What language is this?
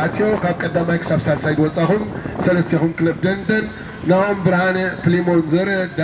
Tigrinya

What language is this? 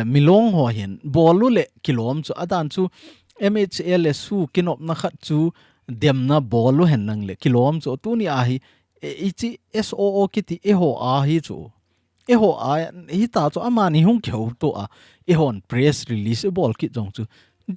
Thado Chin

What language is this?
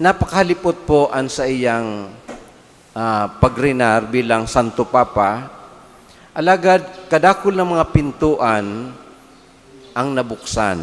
Bikol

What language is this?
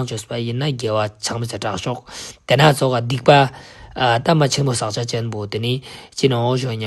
Ladakhi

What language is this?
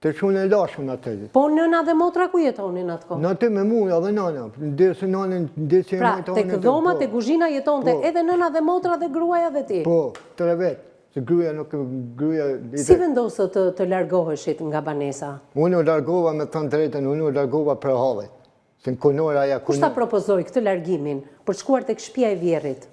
Albanian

